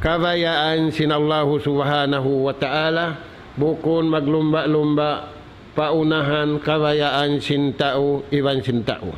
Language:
Tausug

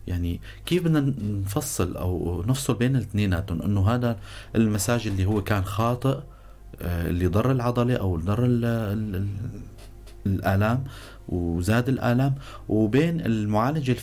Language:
North Levantine Arabic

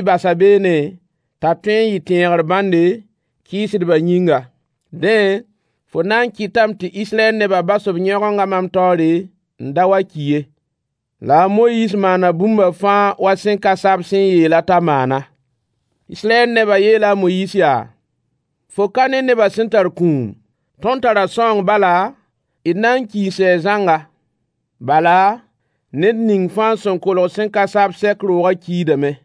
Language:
Mossi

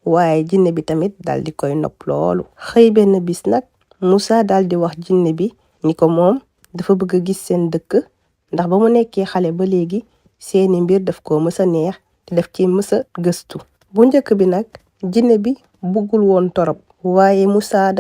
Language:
Wolof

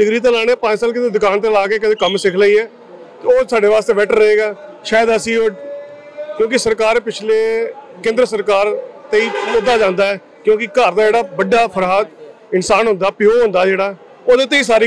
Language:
Punjabi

